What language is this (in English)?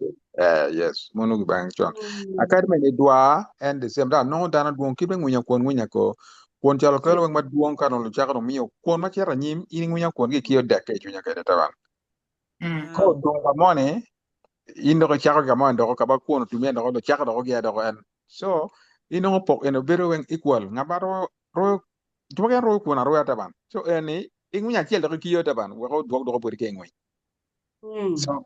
Acoli